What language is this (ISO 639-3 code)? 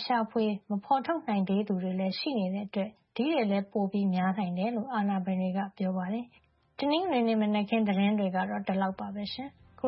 mya